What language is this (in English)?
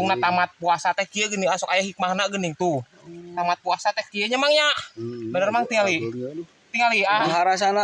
Sundanese